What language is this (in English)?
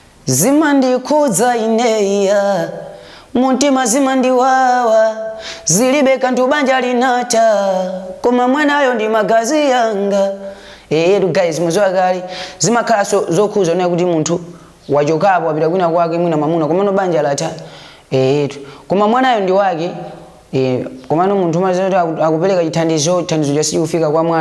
Nyanja